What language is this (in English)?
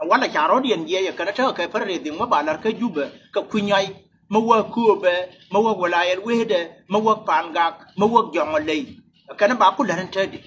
Nuer